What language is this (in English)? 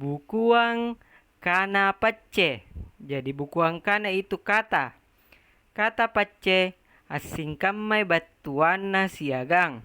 Makasar